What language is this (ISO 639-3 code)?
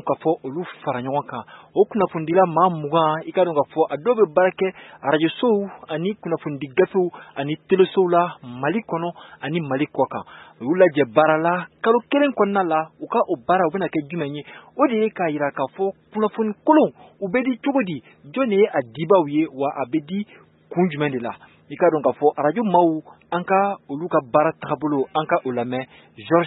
bam